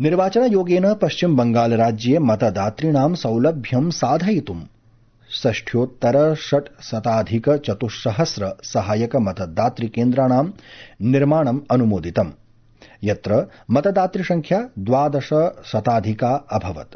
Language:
Sanskrit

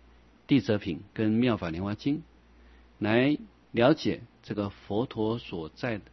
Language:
Chinese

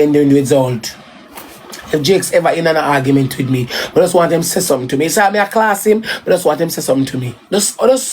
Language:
Jamaican Creole English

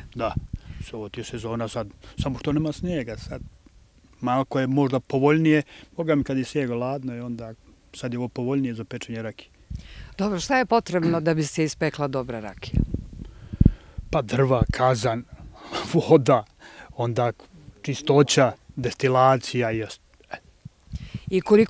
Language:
Serbian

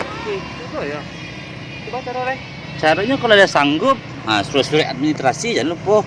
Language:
Minangkabau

